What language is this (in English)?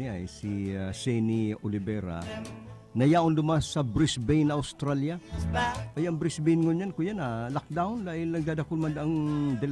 Bikol